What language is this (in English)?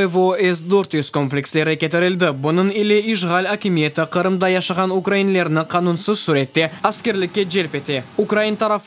Crimean Tatar